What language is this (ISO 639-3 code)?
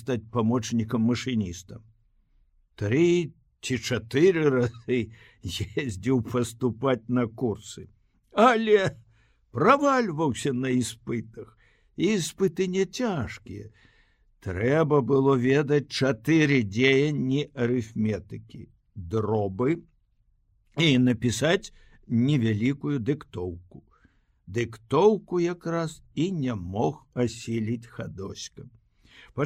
bel